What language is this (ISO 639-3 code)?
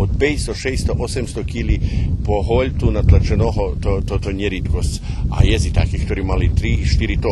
rue